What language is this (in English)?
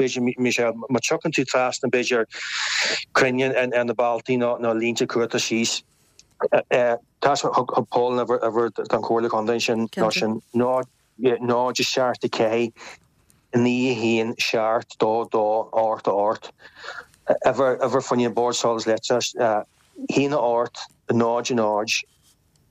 Irish